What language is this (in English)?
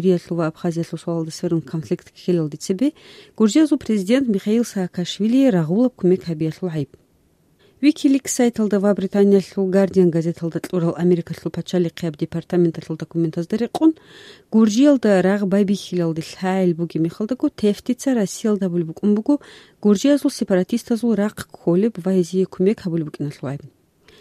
Avaric